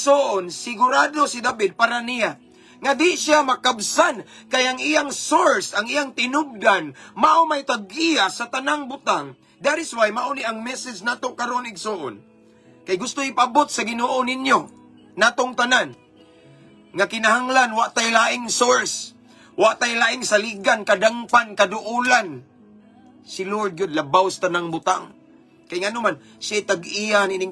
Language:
Cebuano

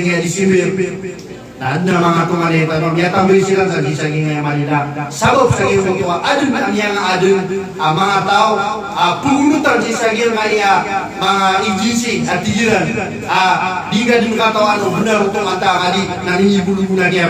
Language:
Maranao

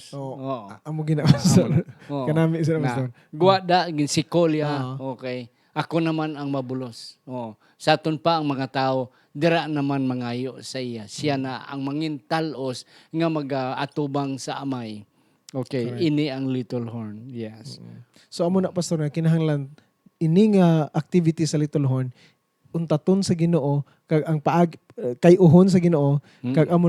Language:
Hiligaynon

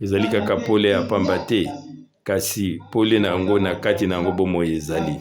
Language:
Lingala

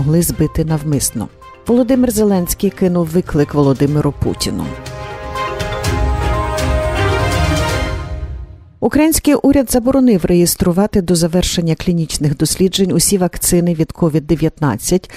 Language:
Ukrainian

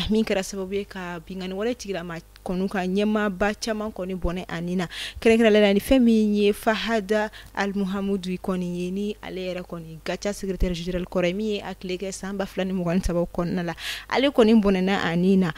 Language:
Bambara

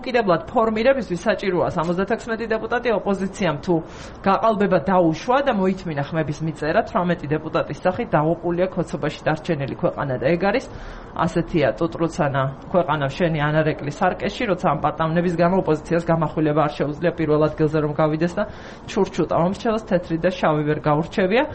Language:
Georgian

